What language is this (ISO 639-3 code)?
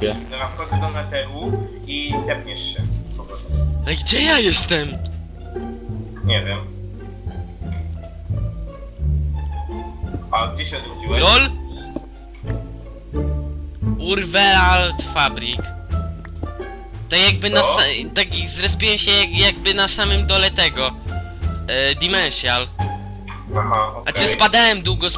pol